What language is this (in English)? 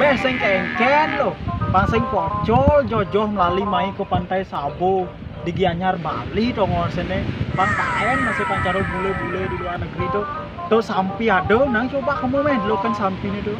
Balinese